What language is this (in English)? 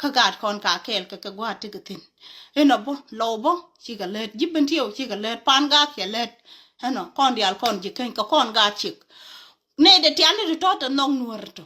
Nuer